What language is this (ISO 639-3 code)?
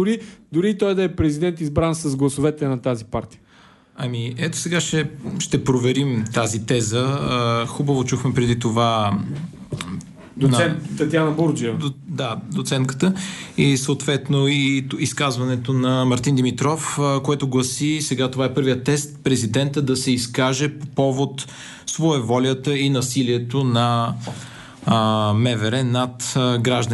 bul